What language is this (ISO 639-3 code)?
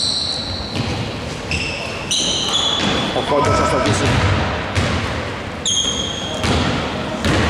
ell